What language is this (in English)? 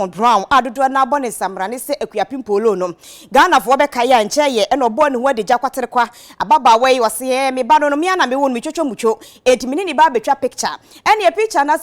Akan